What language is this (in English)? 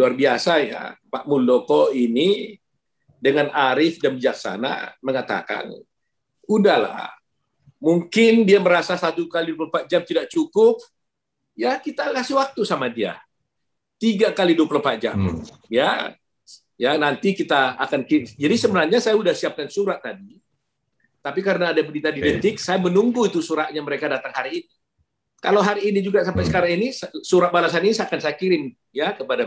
Indonesian